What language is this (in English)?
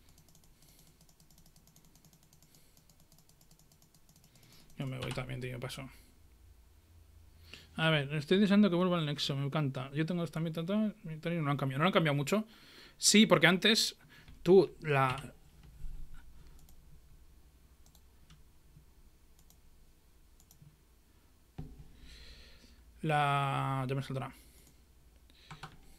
Spanish